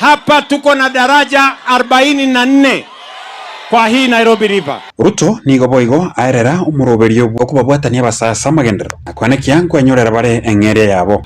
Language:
Gusii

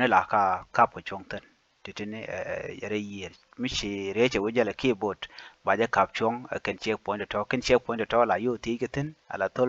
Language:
Nuer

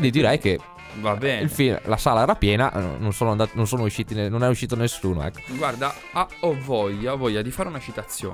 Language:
Italian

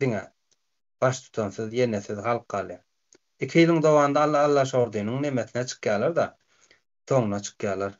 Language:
Turkmen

